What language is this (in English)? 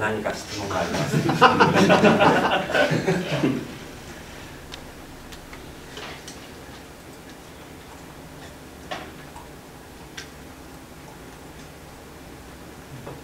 Japanese